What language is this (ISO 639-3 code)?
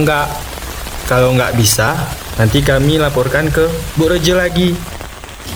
ind